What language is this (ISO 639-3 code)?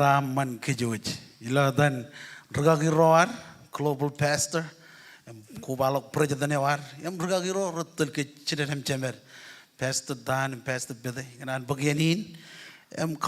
mah